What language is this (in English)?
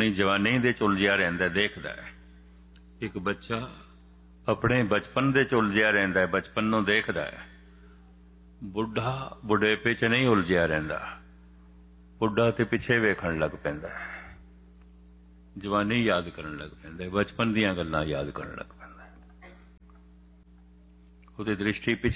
Punjabi